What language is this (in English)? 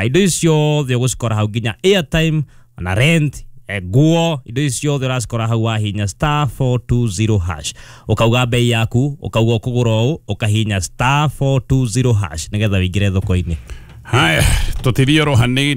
Kikuyu